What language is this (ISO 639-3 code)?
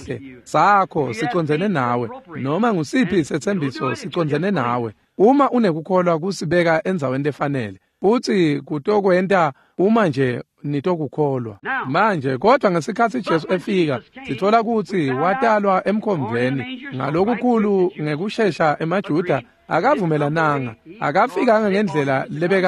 ssw